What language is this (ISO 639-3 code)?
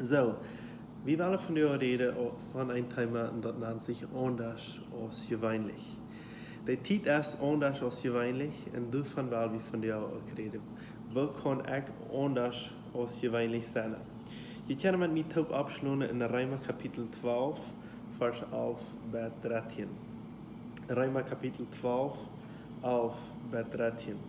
pdt